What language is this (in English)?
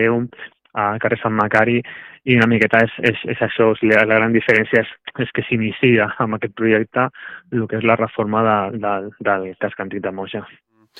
Catalan